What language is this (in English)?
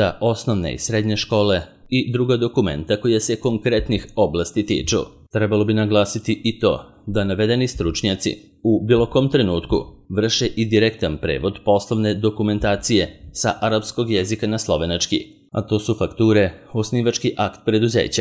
Serbian